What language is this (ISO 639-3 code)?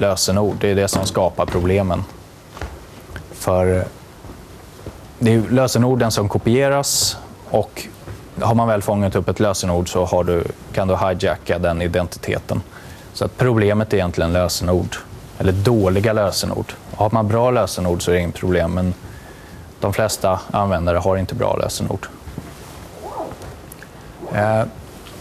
swe